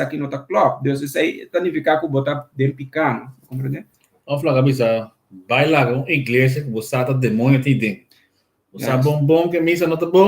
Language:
Papiamento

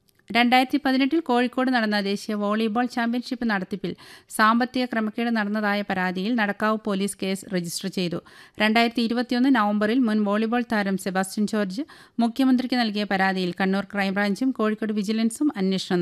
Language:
Malayalam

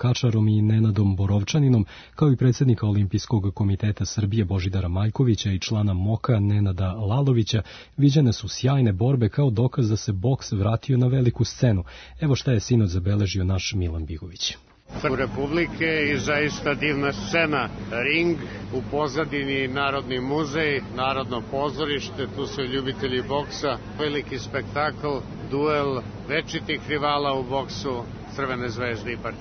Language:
Serbian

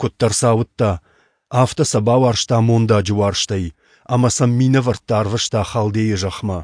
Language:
Ossetic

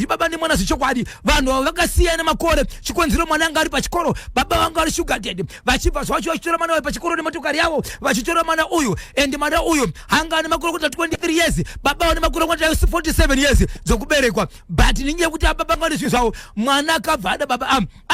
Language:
Shona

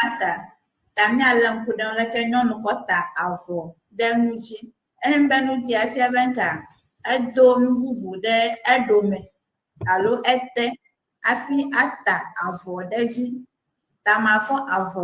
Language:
Ewe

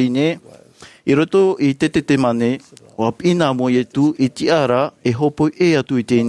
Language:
Tahitian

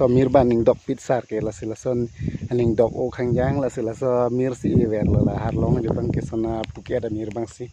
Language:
Karbi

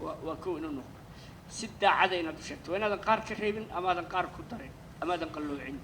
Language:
Somali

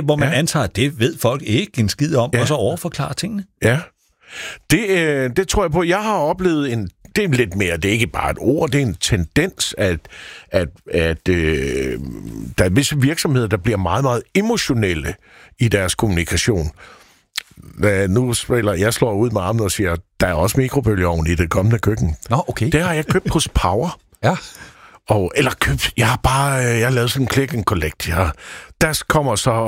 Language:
Danish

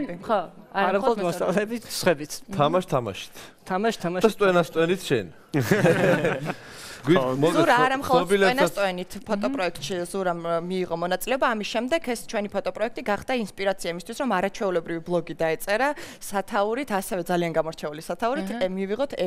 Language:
Georgian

